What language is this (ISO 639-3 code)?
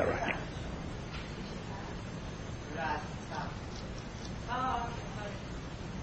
fas